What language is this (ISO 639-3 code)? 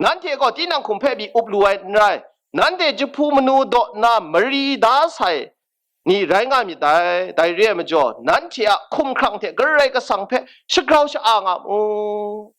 kac